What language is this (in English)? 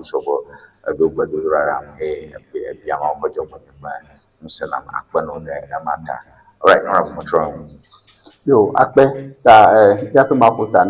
Ewe